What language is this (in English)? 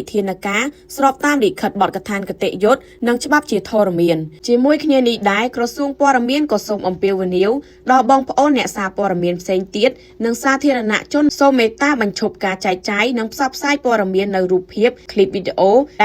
Khmer